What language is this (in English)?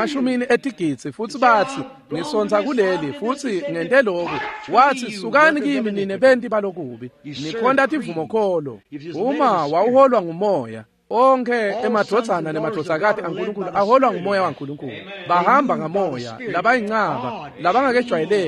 Swati